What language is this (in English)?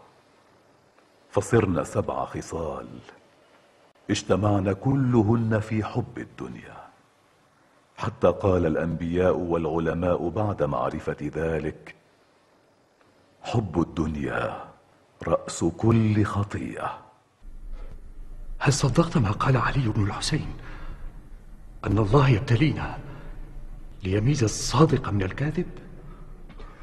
Arabic